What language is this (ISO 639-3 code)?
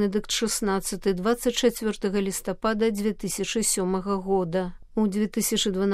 bel